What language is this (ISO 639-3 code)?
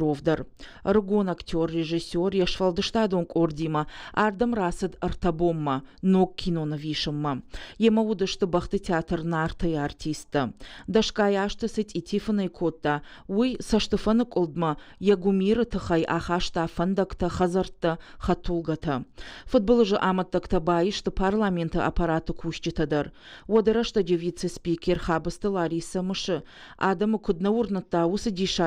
oss